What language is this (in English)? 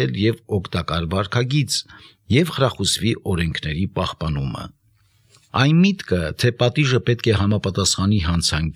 Armenian